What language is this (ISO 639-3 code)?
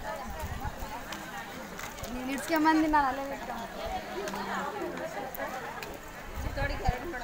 kan